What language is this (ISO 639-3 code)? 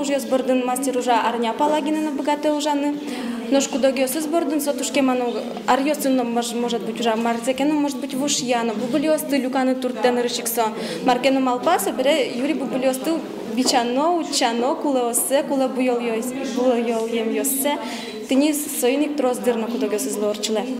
udm